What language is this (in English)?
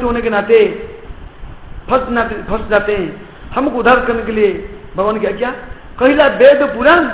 Hindi